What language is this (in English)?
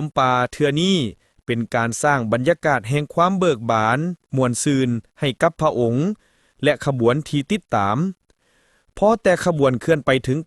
Lao